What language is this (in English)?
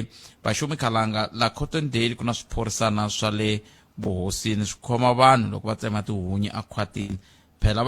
Tsonga